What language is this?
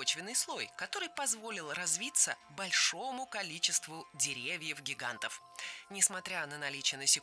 Russian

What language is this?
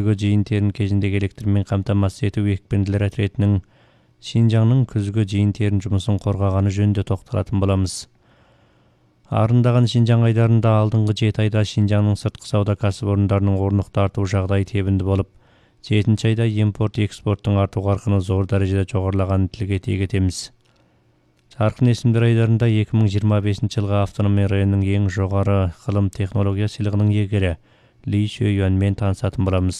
Kazakh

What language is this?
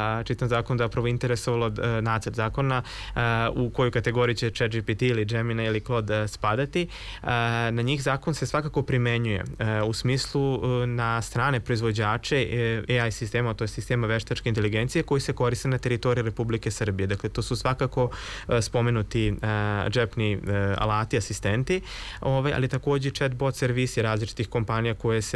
Serbian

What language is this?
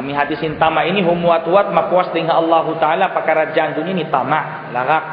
Tausug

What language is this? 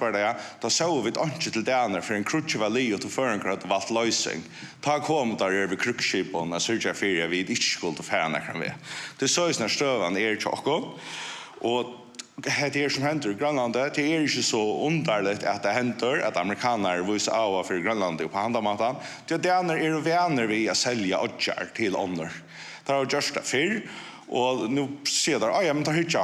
Faroese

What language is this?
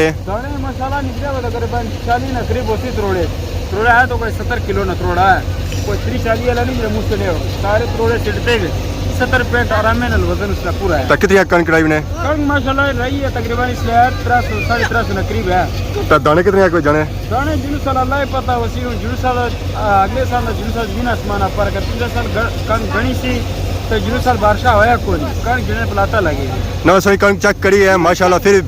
Pahari-Potwari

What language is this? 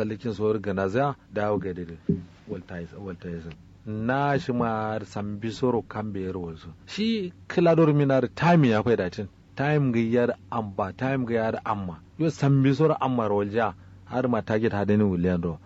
Kanuri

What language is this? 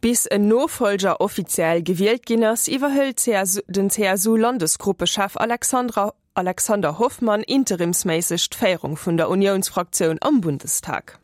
Luxembourgish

